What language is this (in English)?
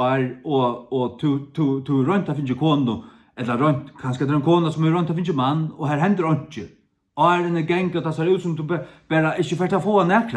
Faroese